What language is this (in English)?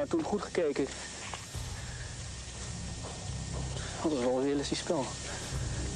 Dutch